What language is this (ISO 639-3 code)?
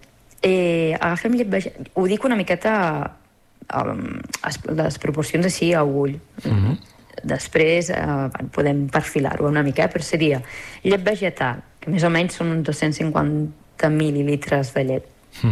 cat